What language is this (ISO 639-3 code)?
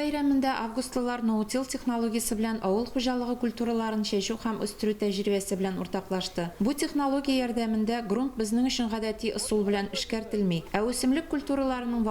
tat